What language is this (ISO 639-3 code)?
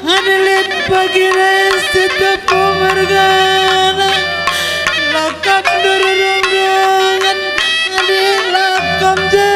btx